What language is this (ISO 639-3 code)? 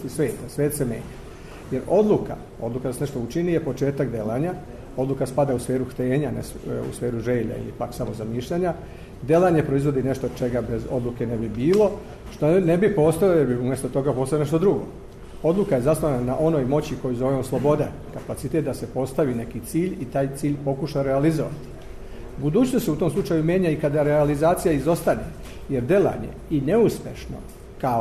srp